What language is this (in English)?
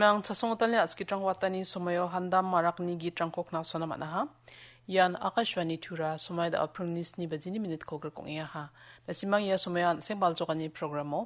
Garo